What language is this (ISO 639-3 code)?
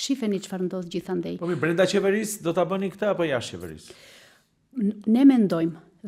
sqi